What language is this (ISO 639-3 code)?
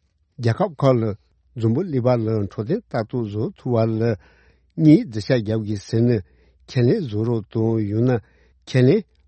bod